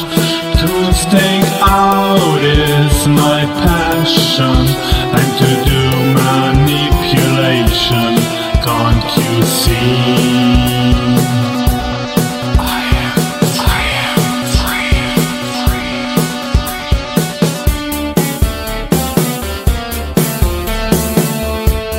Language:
Spanish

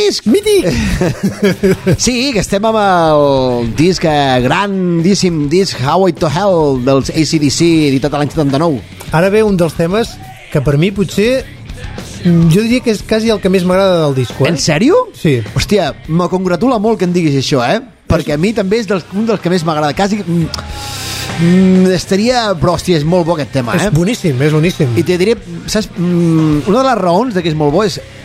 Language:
Catalan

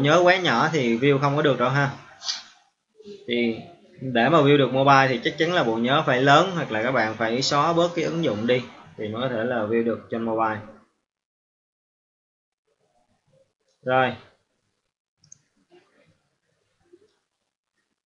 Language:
Vietnamese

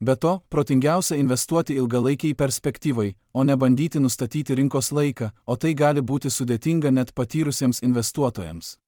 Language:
Lithuanian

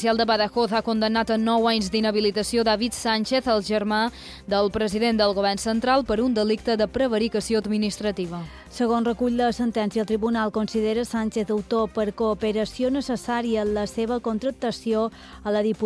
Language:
Catalan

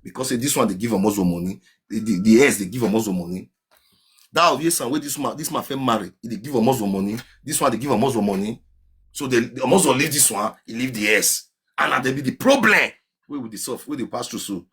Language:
Nigerian Pidgin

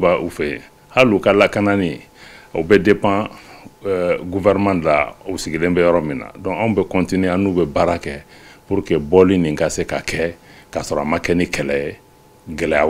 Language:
Bambara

